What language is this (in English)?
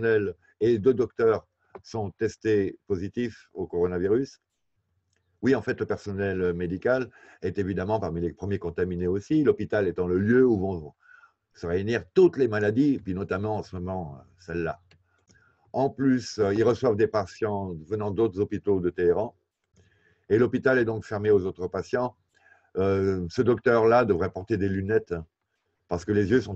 French